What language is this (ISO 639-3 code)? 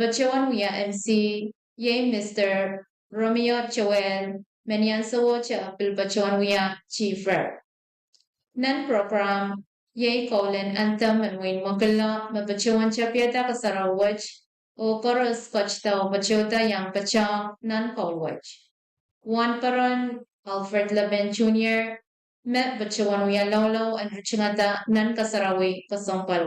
pon